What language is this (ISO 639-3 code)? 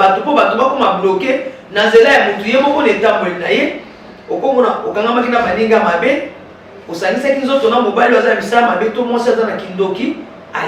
lin